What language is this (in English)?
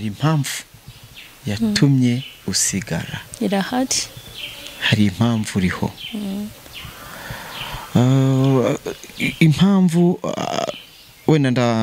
Kinyarwanda